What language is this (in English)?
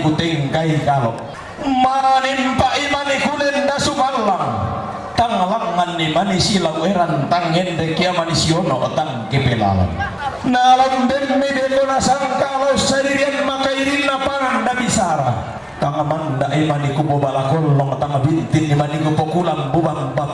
Toraja-Sa'dan